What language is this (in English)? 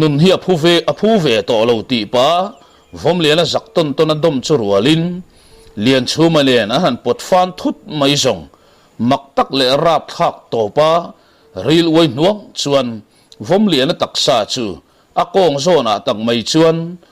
Mizo